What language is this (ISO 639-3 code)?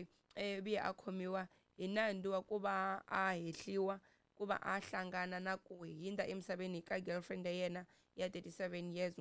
tso